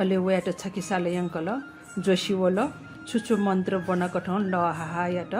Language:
Newari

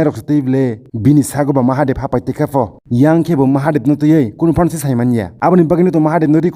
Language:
Kok Borok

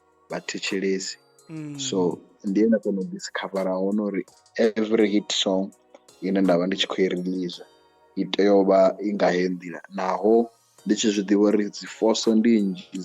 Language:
Venda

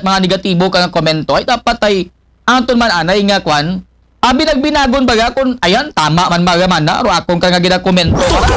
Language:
Aklanon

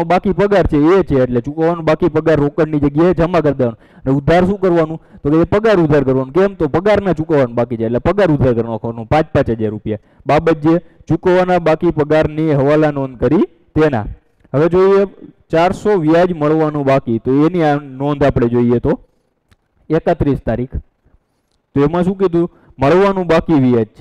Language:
Gujarati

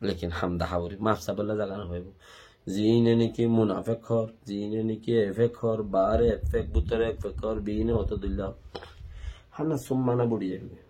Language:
Rohingya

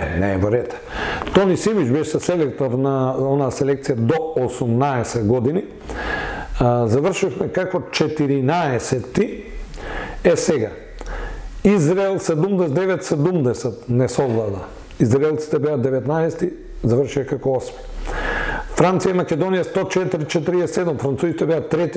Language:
Macedonian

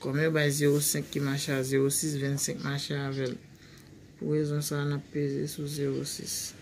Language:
Haitian Creole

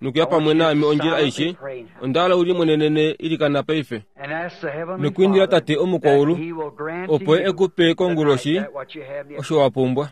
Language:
Kuanyama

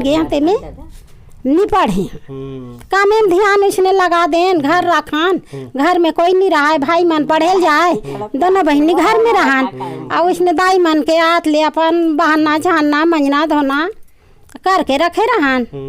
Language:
Chhattisgarhi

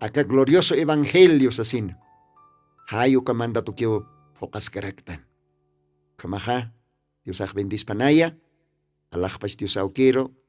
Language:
Aymara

